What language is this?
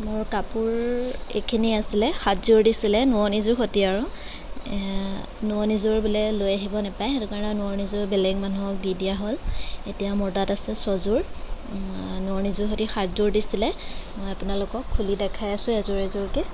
Assamese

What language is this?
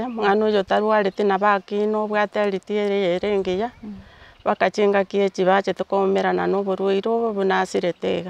Gusii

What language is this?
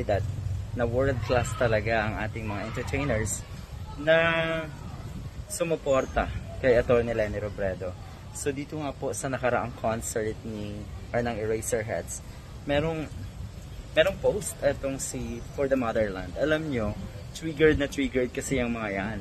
Filipino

